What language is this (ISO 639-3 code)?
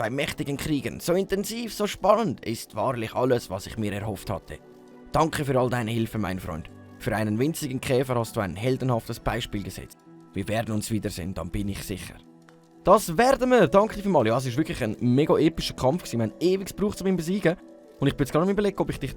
gsw